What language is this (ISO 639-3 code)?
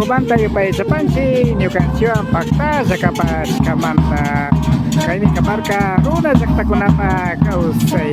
qvi